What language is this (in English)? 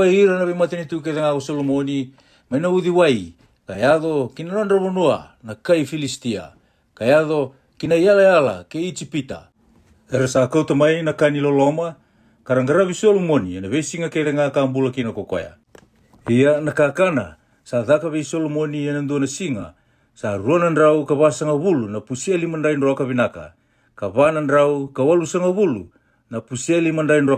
Fijian